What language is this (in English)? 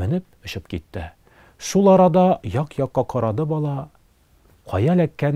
Tatar